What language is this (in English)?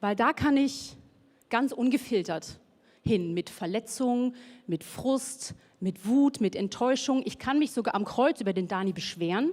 Swiss German